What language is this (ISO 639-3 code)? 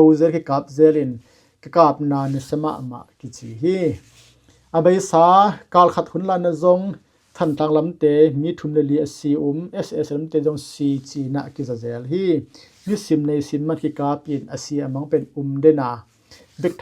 ctd